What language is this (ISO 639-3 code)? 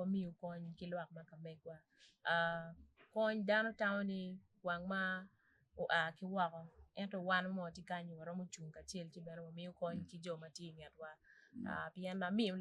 ach